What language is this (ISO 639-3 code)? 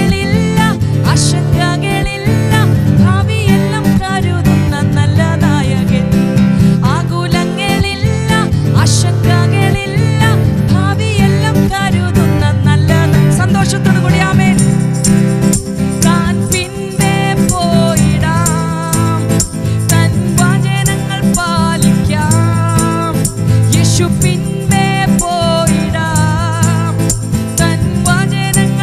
mal